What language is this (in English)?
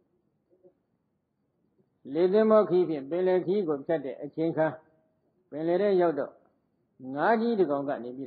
Burmese